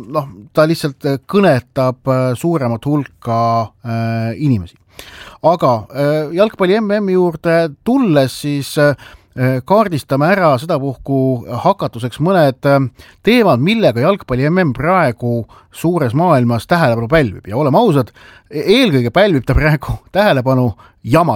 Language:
Estonian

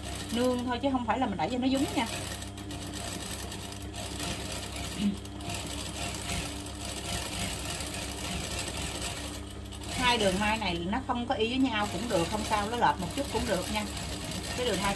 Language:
Vietnamese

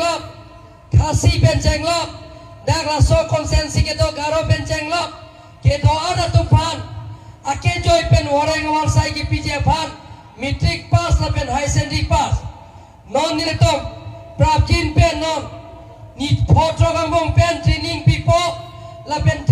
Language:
Karbi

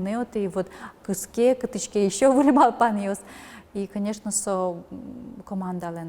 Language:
Udmurt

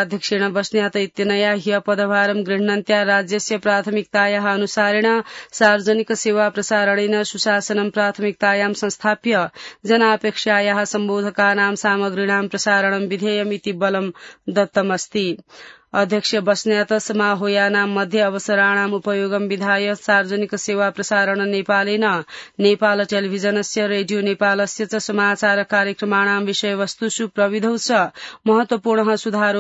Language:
Sanskrit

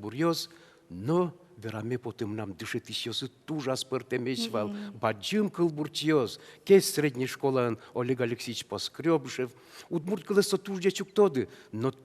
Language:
Udmurt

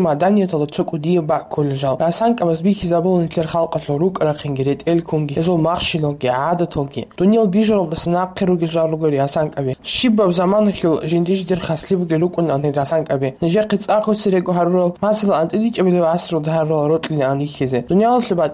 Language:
Avaric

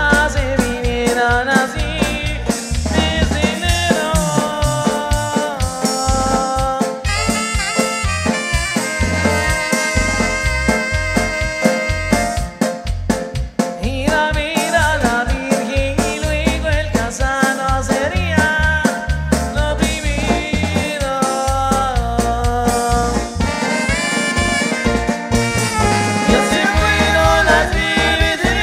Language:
Spanish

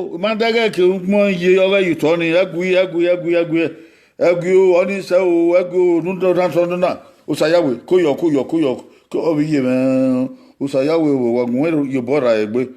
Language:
Bini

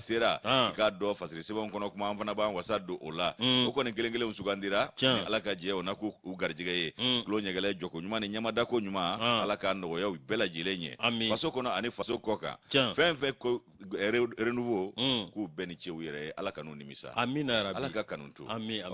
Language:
Bambara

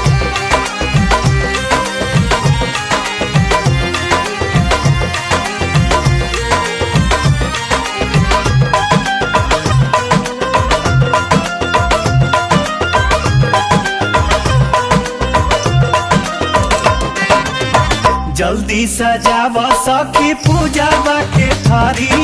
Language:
Bhojpuri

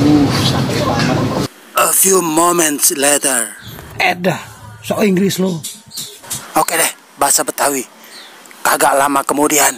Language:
Betawi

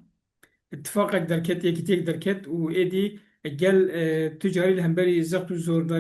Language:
Kurdish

